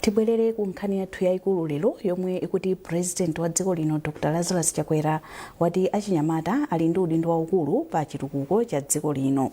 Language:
Nyanja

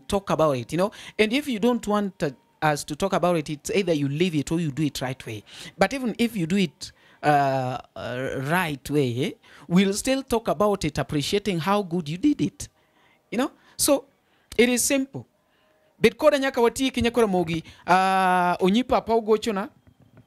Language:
Luo (Kenya and Tanzania)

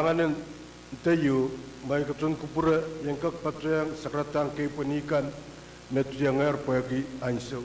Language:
Pohnpeian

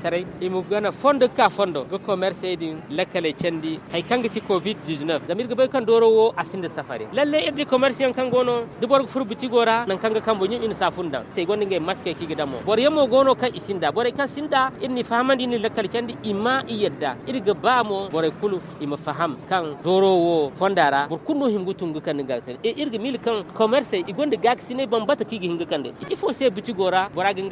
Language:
Zarma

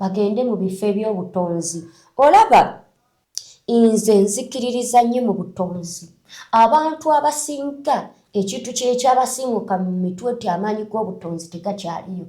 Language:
Ganda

